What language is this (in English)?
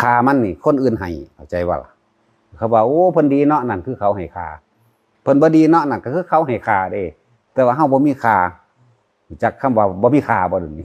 Northeastern Thai